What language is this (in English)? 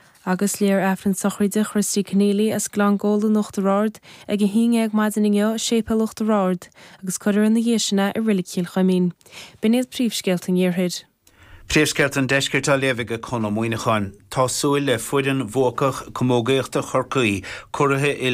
Irish